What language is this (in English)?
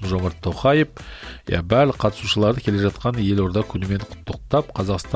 Kazakh